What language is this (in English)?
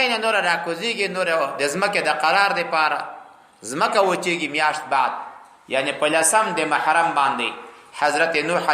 Pashto